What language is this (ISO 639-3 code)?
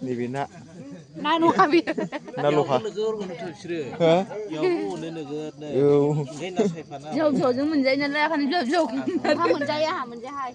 brx